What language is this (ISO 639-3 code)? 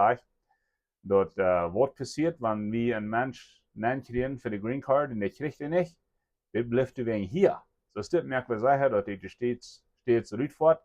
pdt